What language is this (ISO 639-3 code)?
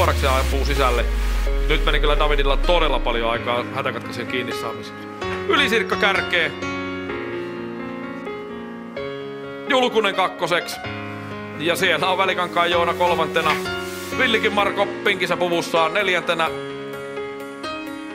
fin